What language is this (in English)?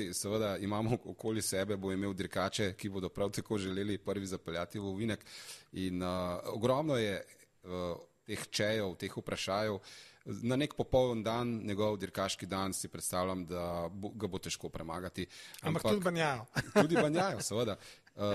Slovenian